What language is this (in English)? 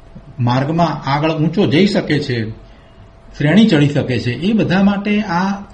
Gujarati